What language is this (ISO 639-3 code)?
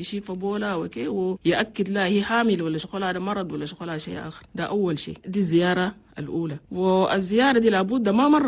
shu